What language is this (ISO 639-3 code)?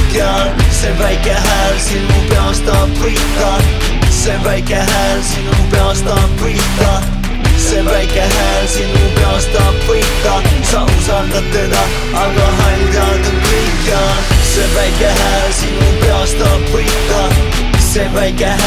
est